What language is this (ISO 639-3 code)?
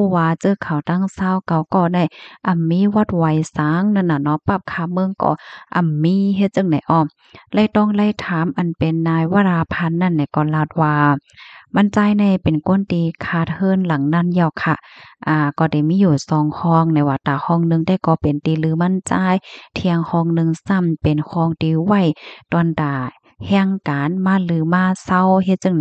shn